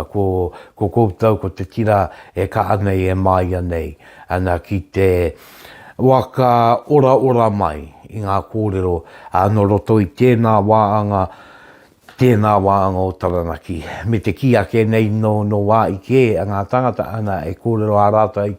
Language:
Māori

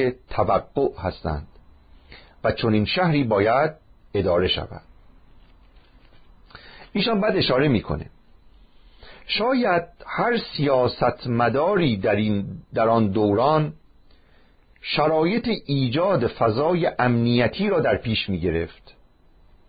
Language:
Persian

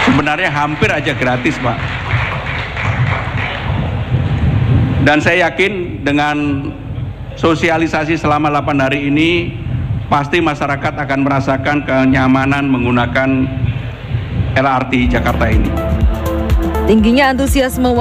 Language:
Indonesian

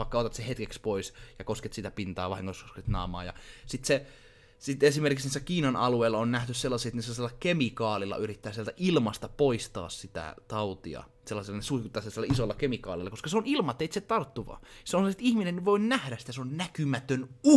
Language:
Finnish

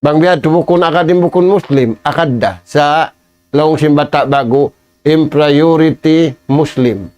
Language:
Tausug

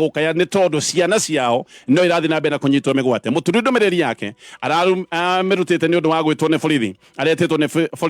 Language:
Kikuyu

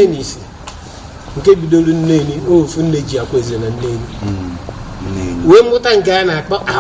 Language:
Igbo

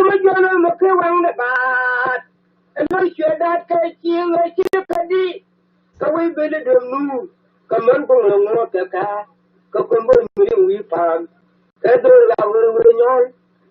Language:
Nuer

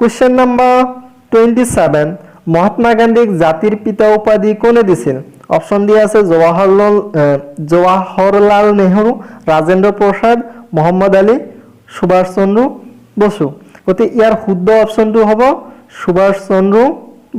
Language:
Assamese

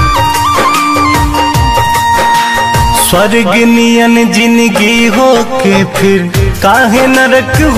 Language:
Bhojpuri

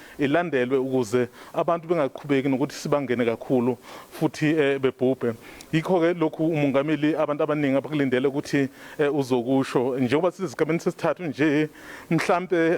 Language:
Zulu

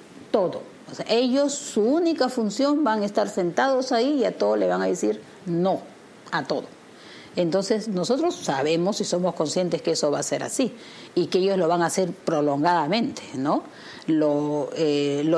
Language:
Spanish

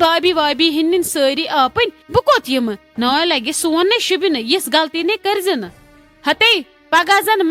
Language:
Kashmiri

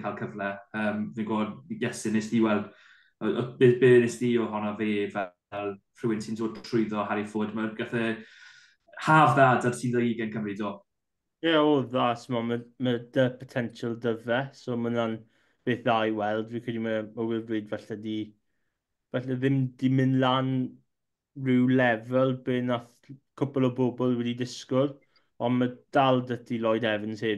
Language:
Welsh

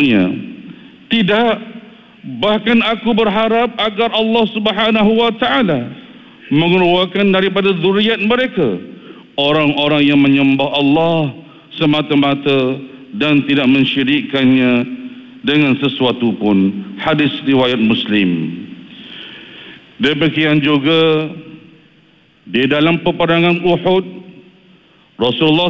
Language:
Malay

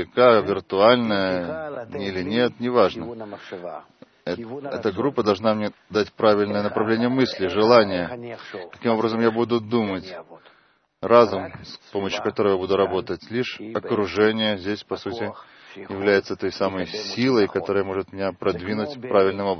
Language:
Russian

